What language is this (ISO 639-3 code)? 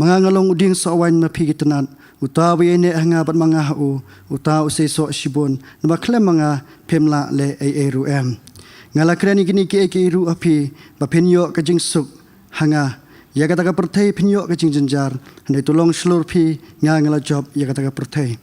kha